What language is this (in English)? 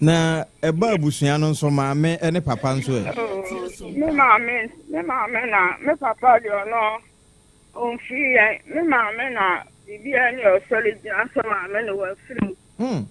Akan